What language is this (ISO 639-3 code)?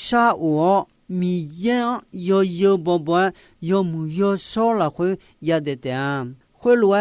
ahk